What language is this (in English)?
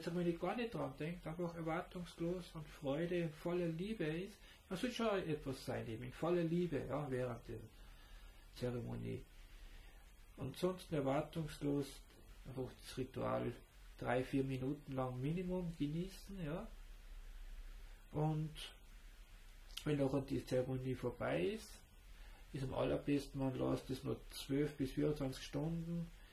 German